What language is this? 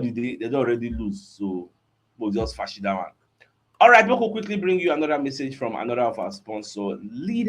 Nigerian Pidgin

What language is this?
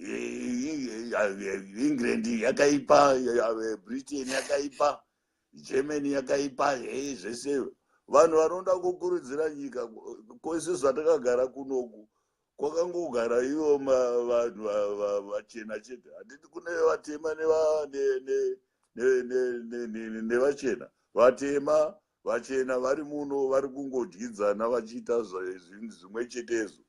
Shona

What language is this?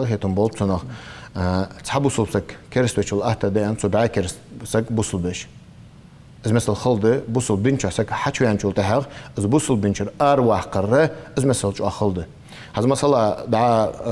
Ingush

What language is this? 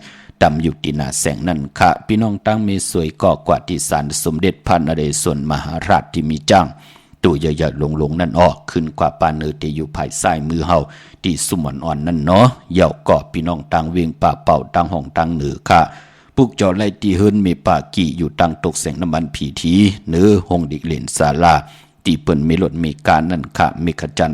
Shan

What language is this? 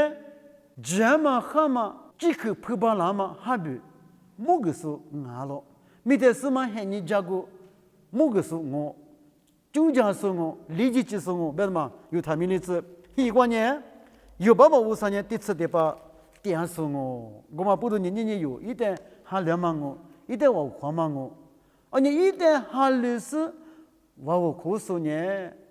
Lisu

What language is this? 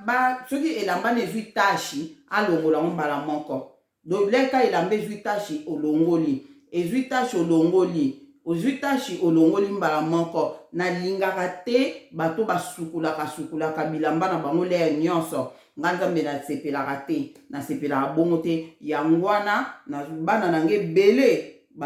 Lingala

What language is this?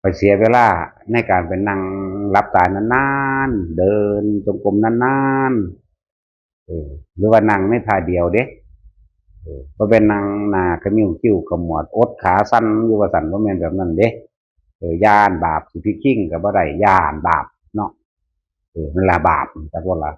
Northeastern Thai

